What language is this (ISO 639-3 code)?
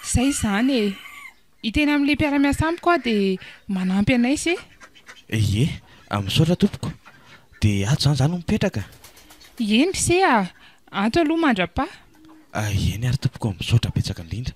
mlg